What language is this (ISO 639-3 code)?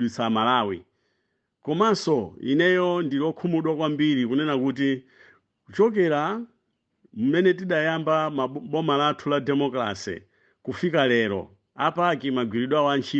nya